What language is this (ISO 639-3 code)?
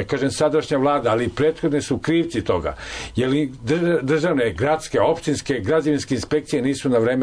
srp